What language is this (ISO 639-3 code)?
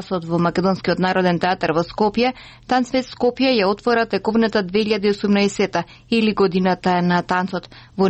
mkd